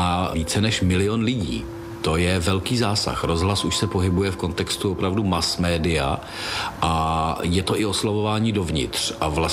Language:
Czech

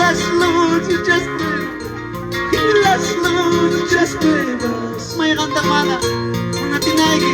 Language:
Ayacucho Quechua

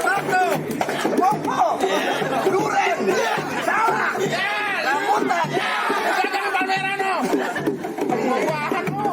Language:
Betawi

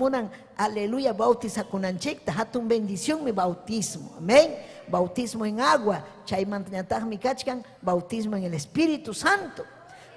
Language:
Ayacucho Quechua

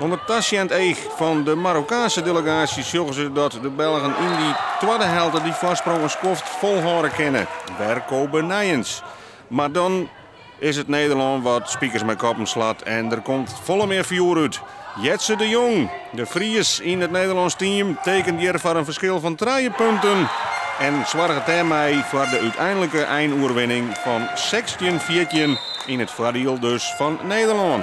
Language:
Western Frisian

